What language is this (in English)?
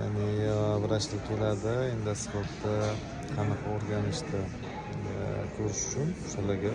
Uzbek